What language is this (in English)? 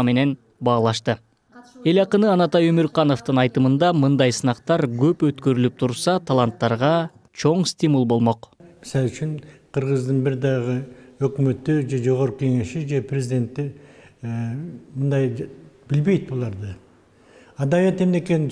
Kyrgyz